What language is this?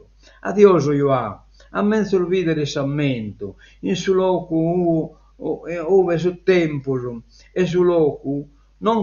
Sardinian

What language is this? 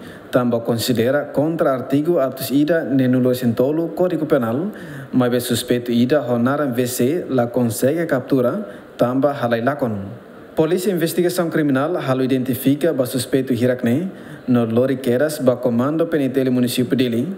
Tetum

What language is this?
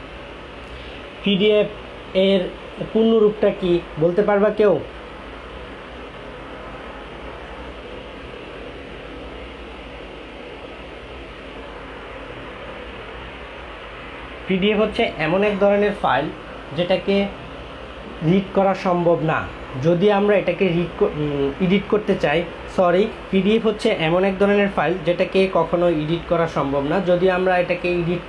Bangla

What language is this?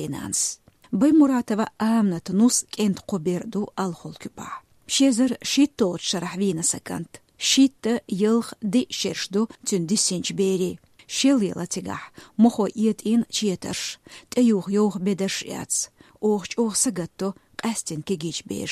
Chechen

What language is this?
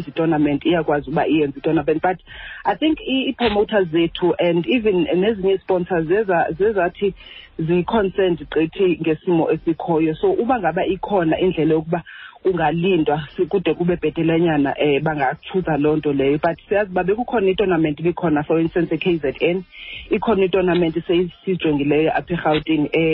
Xhosa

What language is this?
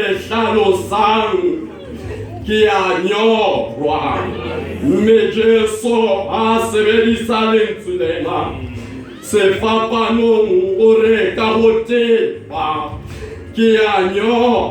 Southern Sotho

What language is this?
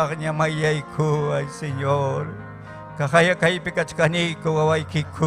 Ayacucho Quechua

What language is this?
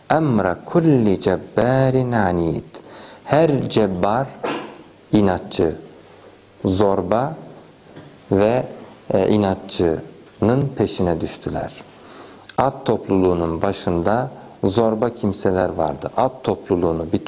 Turkish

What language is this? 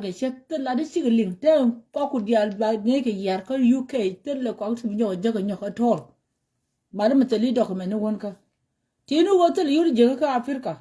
Nuer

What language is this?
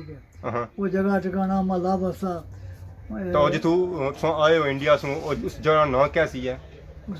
Pahari-Potwari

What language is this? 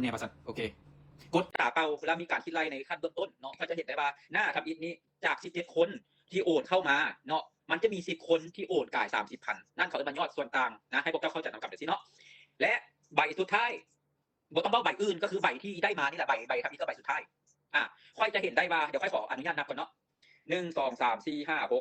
Lao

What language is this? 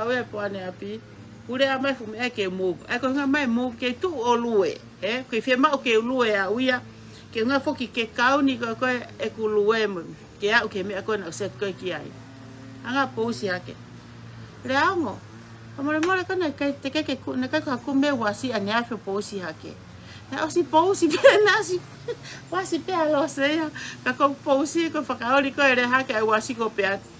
Tongan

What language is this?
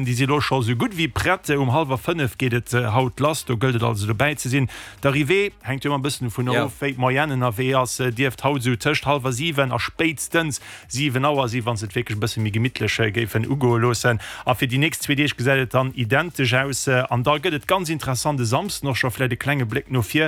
Luxembourgish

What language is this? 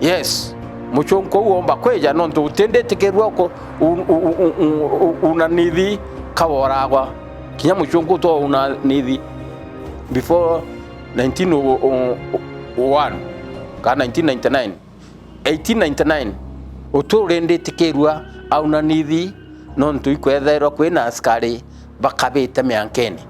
Meru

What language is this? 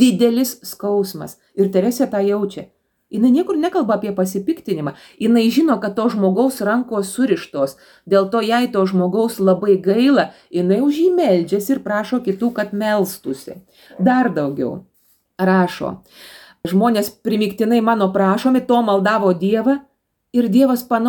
Lithuanian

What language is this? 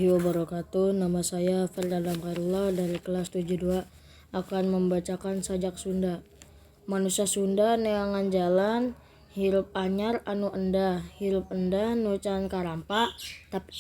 Sundanese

